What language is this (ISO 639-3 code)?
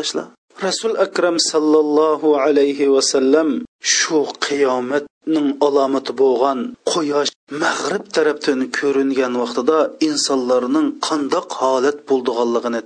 uig